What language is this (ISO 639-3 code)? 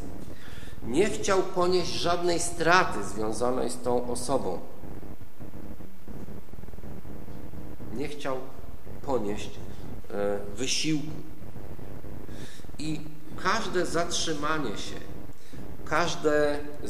pol